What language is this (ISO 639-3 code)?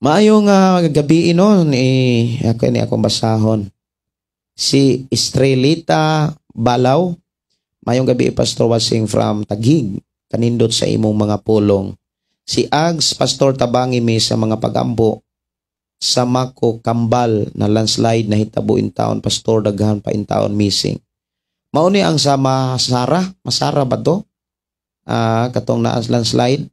ceb